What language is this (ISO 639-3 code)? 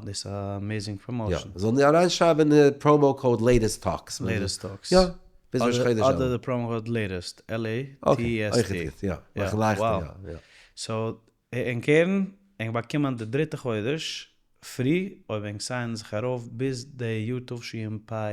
yid